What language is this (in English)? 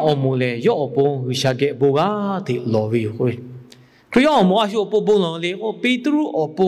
Lahu